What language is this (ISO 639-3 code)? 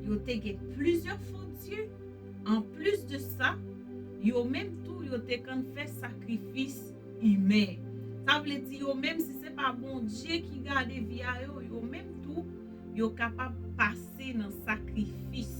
hat